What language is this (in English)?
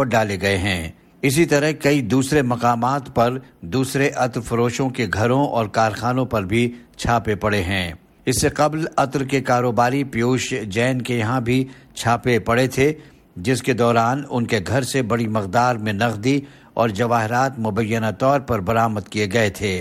Urdu